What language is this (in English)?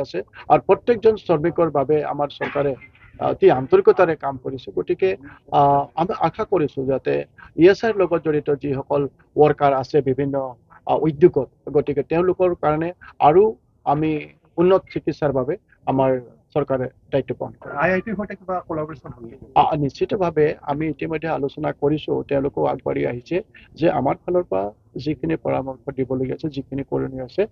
Assamese